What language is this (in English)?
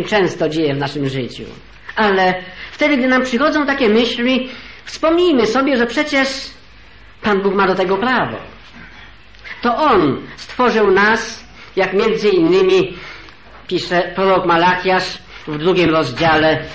Polish